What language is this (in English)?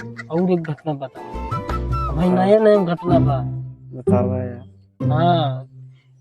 Awadhi